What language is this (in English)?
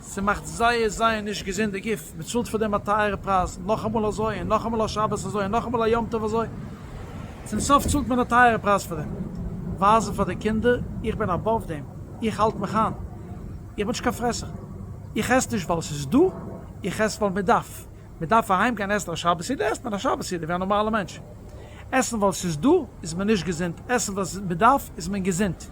Yiddish